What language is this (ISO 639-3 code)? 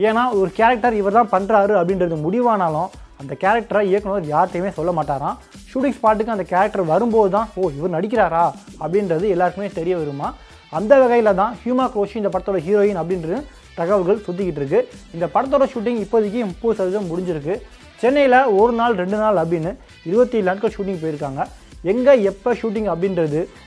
tam